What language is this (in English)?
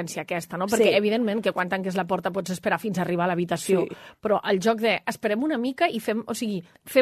Catalan